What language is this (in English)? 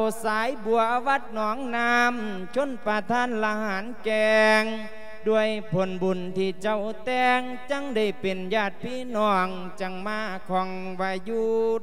Lao